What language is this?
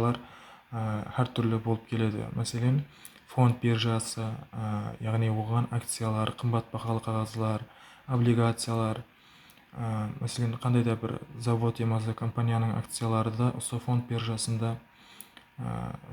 Kara-Kalpak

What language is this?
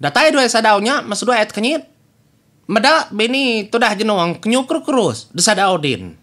Iban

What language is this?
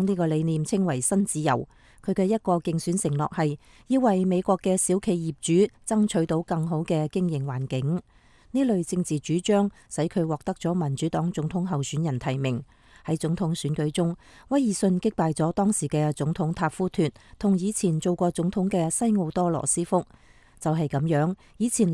Cantonese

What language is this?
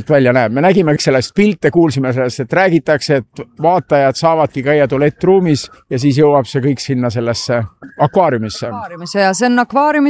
Estonian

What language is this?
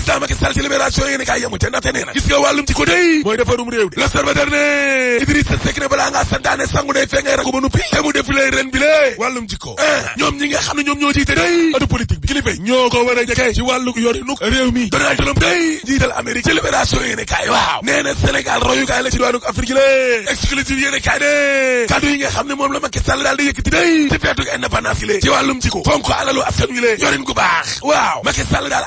Wolof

